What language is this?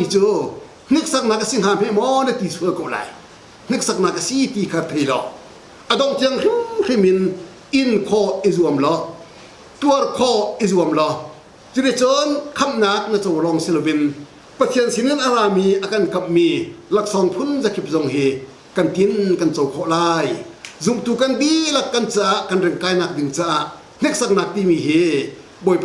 Hakha Chin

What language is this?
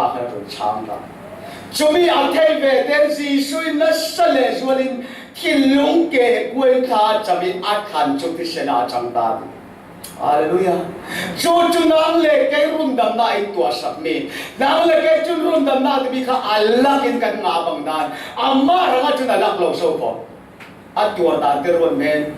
Falam Chin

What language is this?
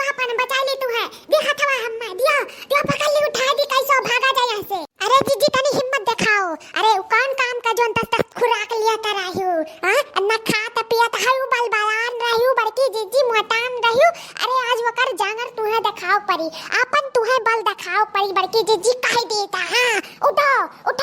Awadhi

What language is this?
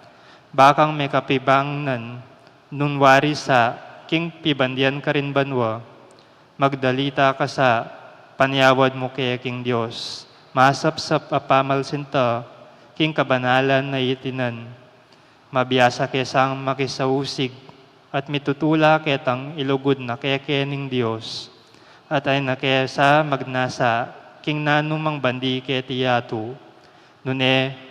Pampanga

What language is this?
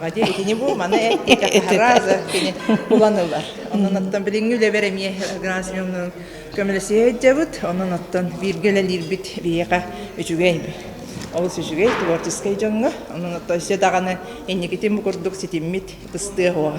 Yakut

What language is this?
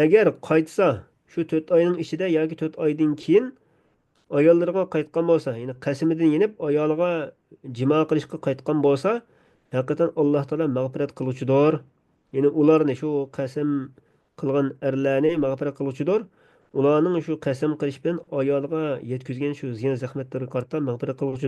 Uyghur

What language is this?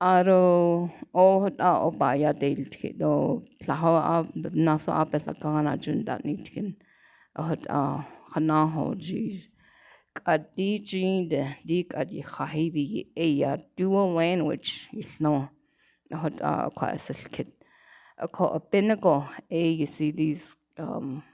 Navajo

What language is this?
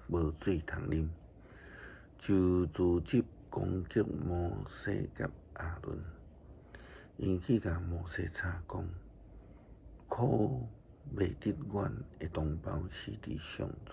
Min Nan Chinese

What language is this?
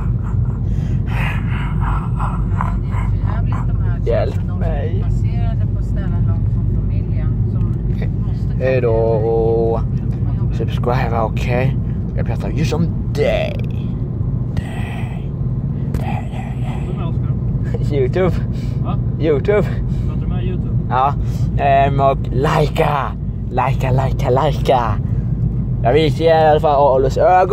Swedish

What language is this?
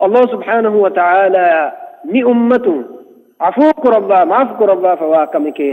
Divehi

